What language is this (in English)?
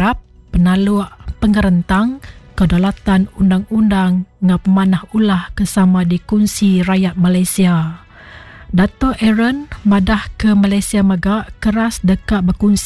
Iban